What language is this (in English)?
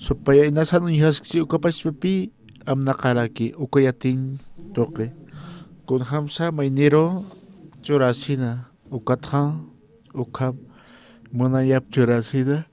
Aymara